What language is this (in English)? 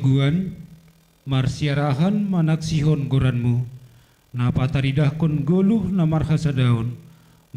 Batak Simalungun